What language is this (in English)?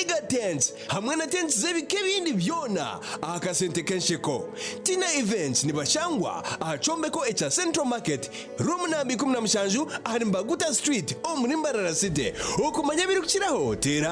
Nyankole